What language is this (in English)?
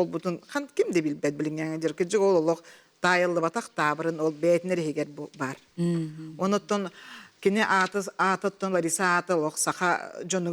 Yakut